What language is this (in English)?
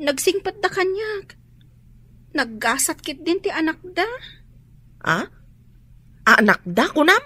Iloko